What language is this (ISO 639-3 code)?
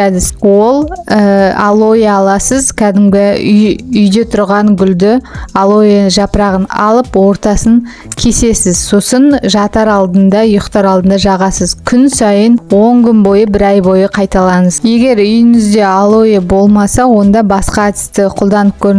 kaz